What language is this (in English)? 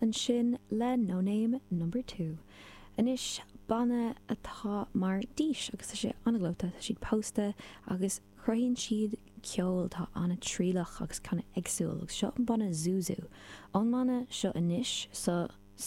Irish